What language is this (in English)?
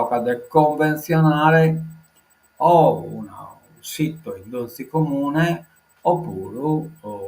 Sardinian